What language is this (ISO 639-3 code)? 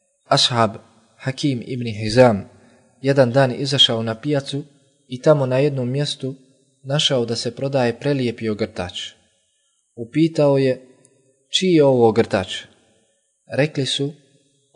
bos